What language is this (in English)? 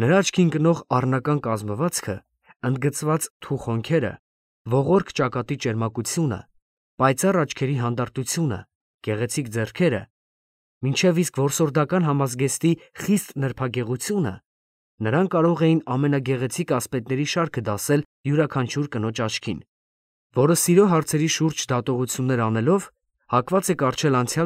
Armenian